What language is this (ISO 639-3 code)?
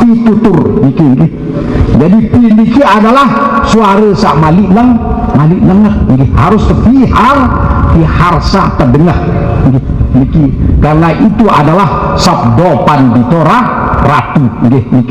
sas